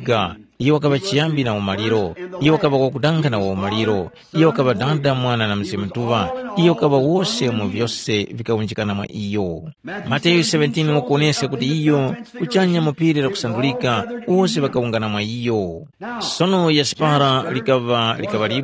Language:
Tumbuka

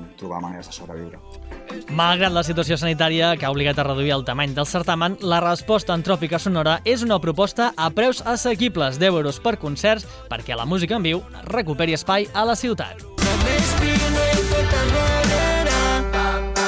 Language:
Catalan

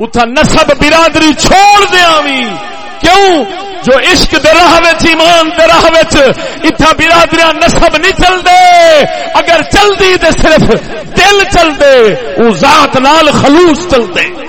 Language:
Saraiki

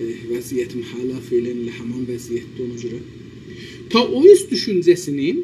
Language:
South Azerbaijani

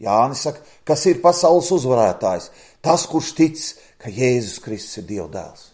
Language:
Latvian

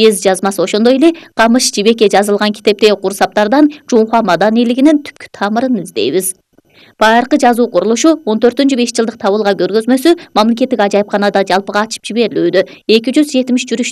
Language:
Kyrgyz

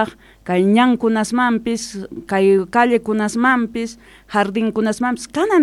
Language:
South Bolivian Quechua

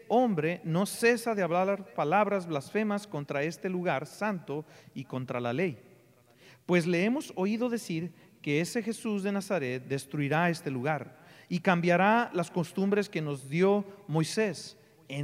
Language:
Spanish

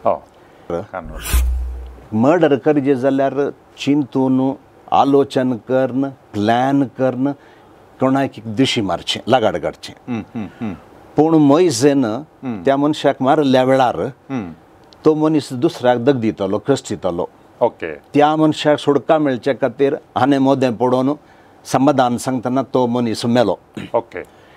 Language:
Konkani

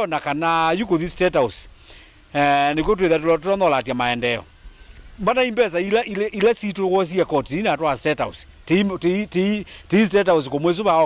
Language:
Kamba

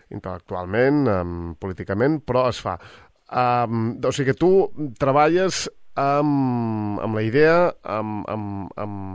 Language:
Catalan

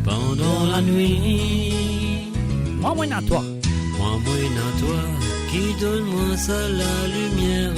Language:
Morisyen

